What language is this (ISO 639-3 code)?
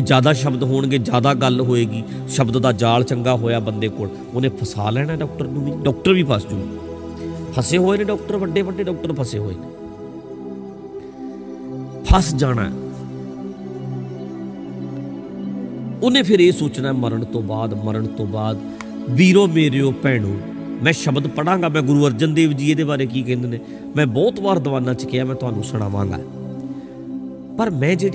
pan